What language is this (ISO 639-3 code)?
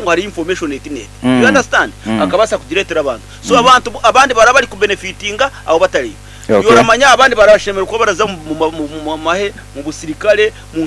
nyn